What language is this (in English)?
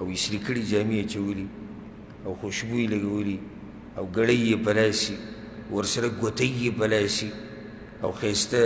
Pashto